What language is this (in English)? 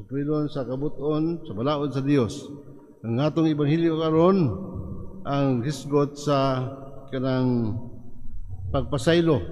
Cebuano